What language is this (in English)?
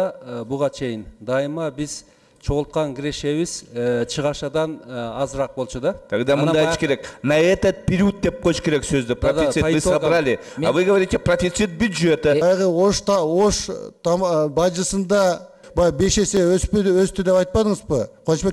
Kyrgyz